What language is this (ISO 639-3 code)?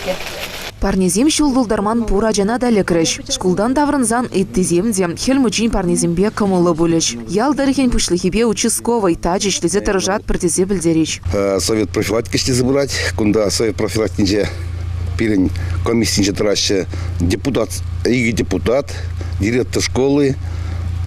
chv